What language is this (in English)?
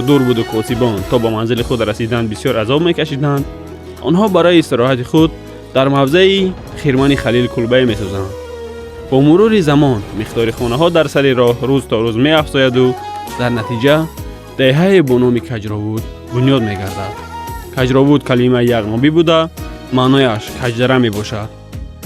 Tajik